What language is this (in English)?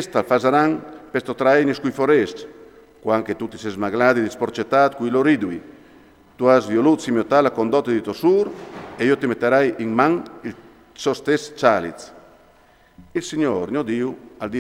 Friulian